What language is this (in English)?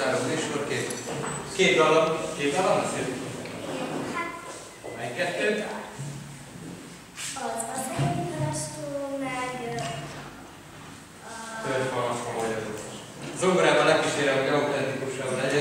Hungarian